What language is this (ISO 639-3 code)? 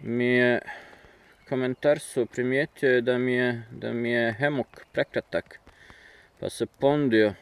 bos